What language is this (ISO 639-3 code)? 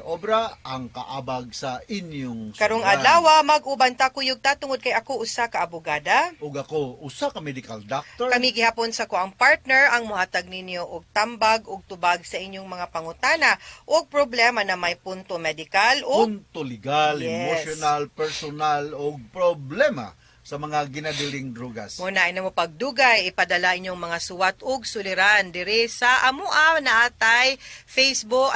ceb